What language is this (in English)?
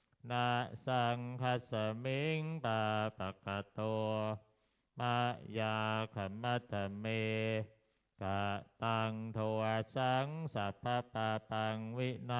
Pali